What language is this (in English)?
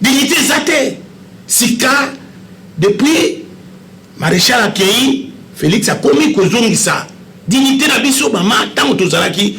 Lingala